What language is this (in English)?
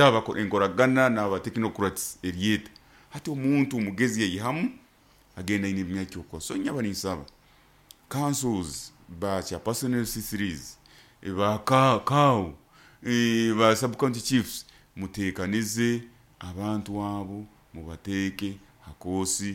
Nyoro